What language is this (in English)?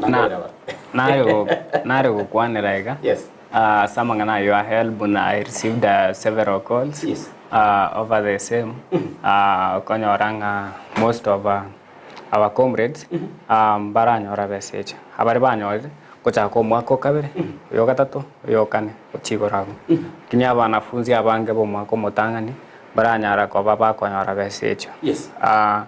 Gusii